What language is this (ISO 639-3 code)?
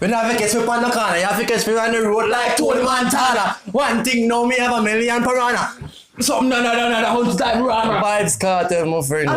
jam